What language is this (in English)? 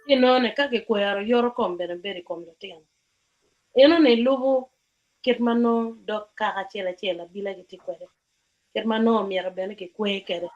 Acoli